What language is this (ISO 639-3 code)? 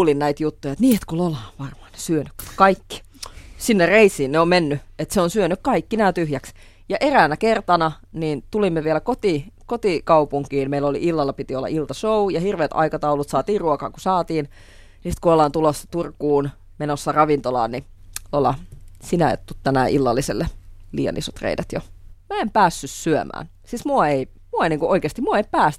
fin